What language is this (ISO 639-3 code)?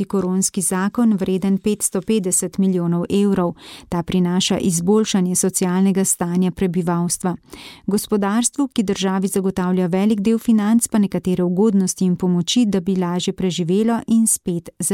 slv